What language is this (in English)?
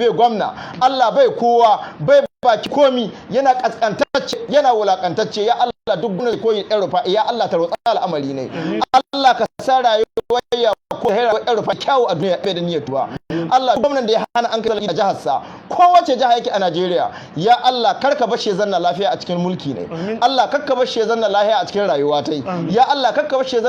Hausa